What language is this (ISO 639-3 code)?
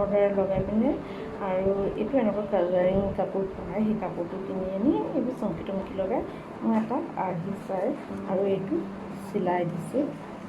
asm